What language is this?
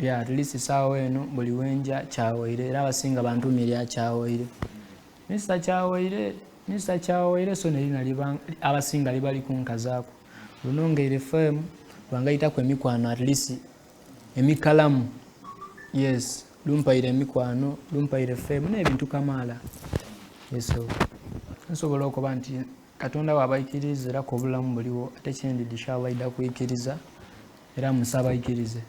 Soga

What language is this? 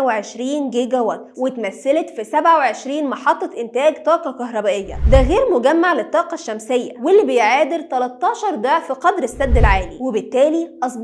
Egyptian Arabic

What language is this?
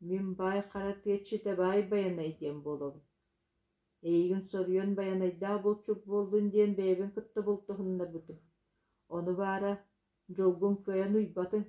Yakut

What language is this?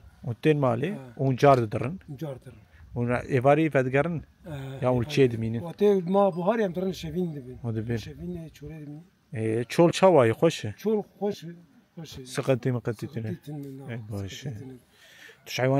Kurdish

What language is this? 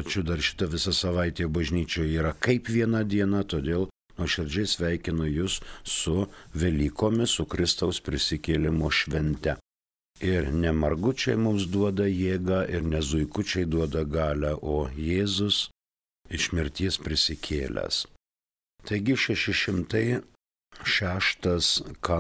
Lithuanian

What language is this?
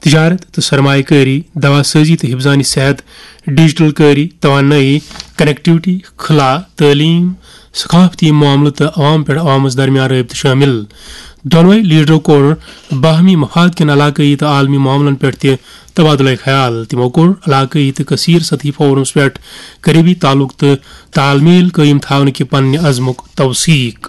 Kashmiri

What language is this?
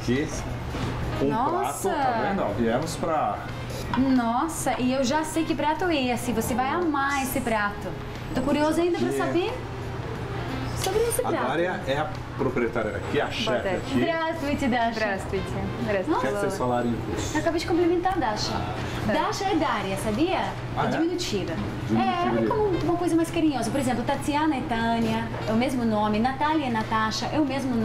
Portuguese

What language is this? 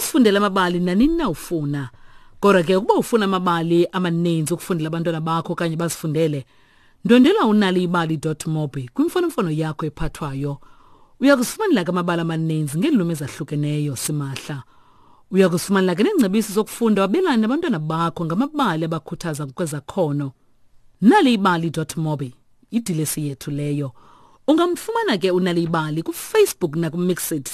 Xhosa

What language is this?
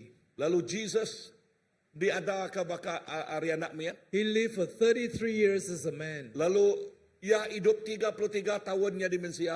Iban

